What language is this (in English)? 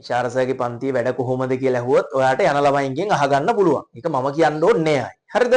Sinhala